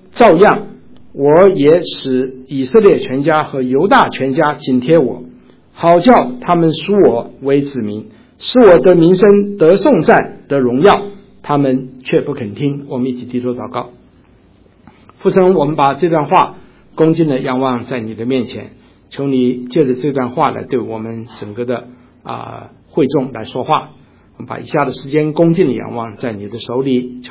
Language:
Chinese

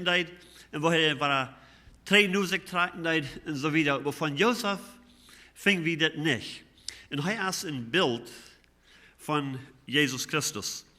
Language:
Plautdietsch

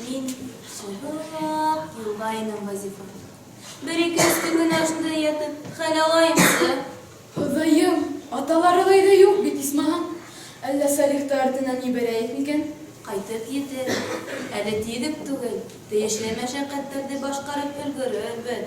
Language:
Bashkir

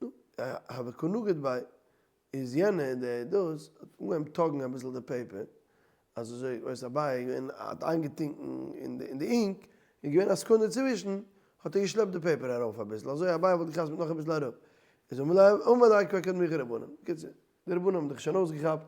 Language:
Yiddish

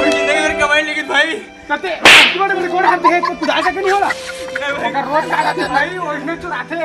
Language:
Chhattisgarhi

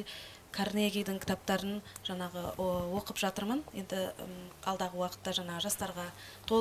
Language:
Kazakh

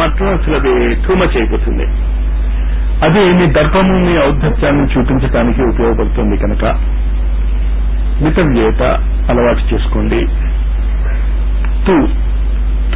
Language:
Telugu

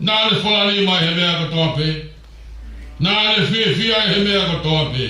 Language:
Tongan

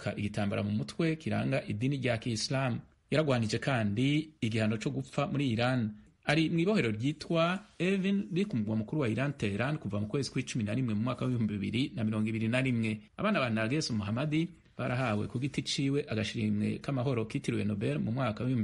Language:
Rundi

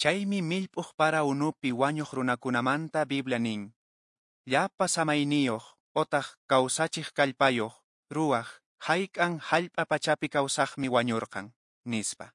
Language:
Quechua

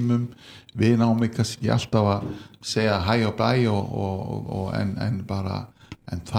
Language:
Icelandic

